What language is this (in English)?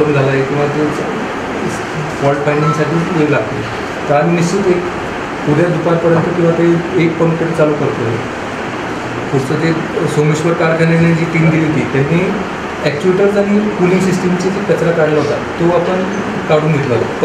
Marathi